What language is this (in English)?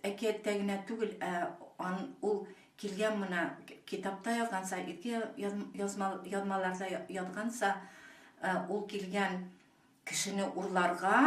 Bashkir